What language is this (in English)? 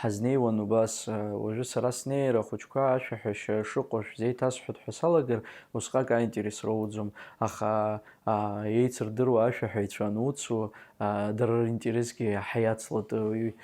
Abkhazian